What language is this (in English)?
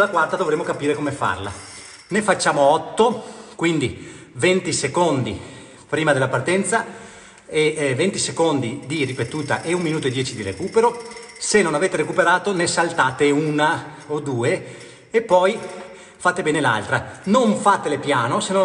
Italian